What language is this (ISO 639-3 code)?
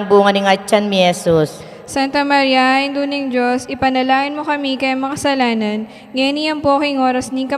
pam